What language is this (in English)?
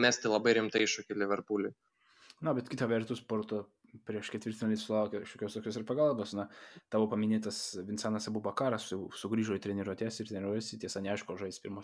Lithuanian